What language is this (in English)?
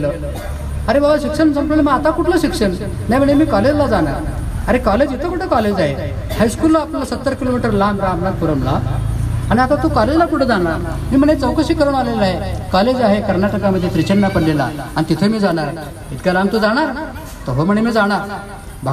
Marathi